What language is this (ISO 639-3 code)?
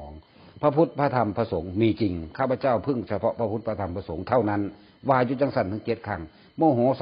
tts